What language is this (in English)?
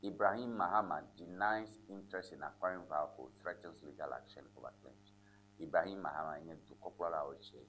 Ewe